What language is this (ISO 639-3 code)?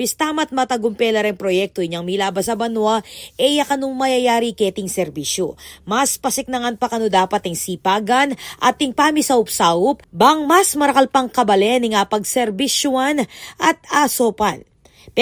pam